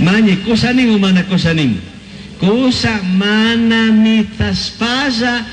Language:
Chimborazo Highland Quichua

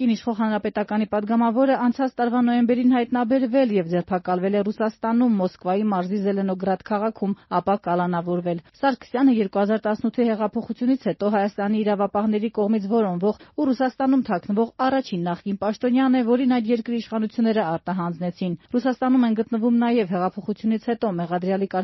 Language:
Armenian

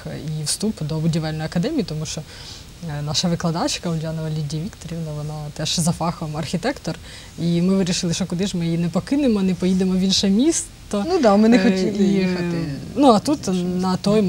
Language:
Ukrainian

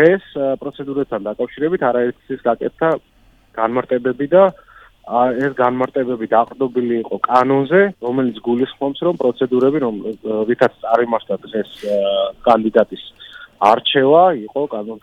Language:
Georgian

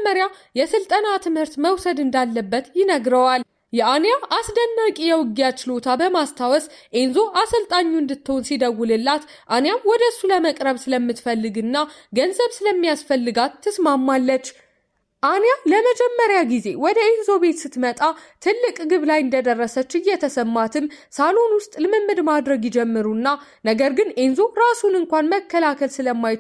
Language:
Amharic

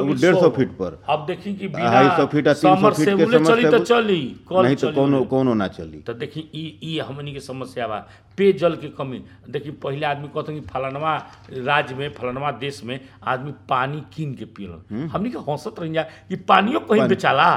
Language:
Bhojpuri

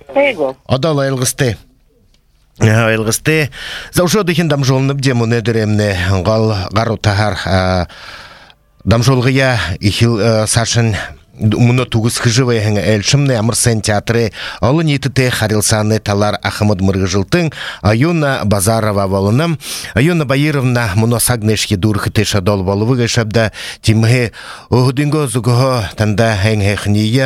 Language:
Buriat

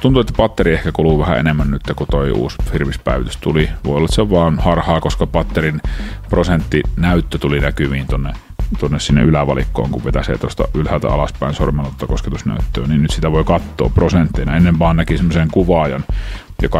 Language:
Finnish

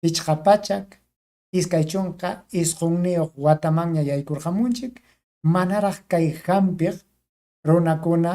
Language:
Ayacucho Quechua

